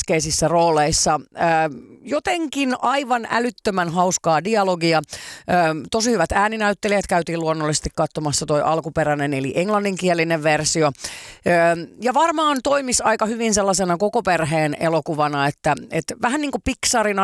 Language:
Finnish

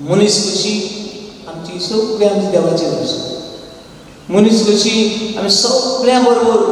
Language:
Konkani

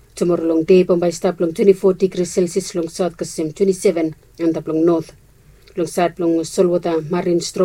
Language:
Bislama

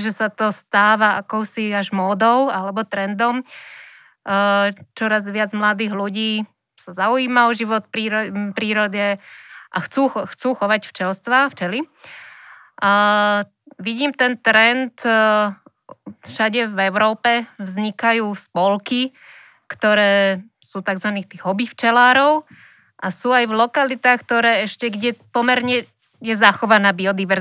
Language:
Slovak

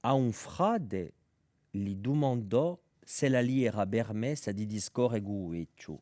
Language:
Corsican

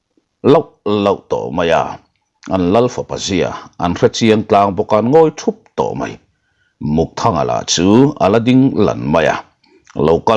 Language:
Mizo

